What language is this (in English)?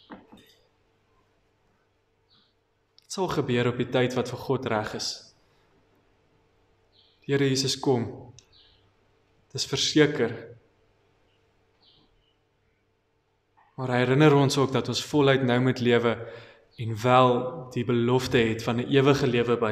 Afrikaans